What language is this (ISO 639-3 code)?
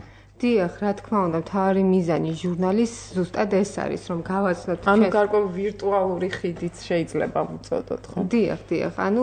kat